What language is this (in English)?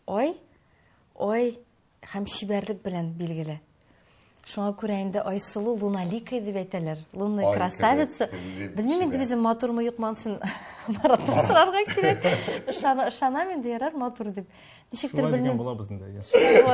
Tatar